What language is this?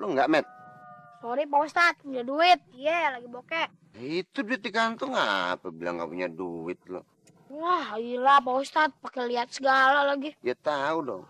Betawi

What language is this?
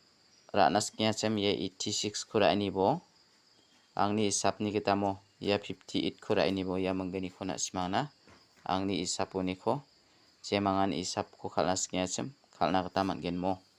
Garo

